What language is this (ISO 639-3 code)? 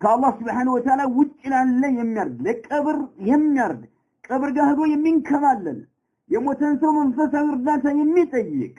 amh